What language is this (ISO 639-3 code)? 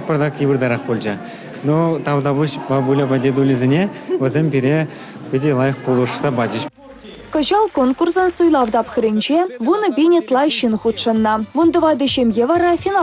chv